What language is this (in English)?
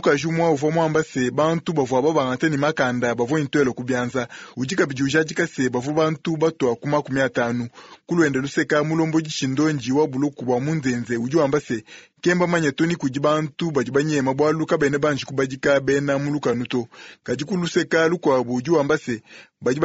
Luba-Lulua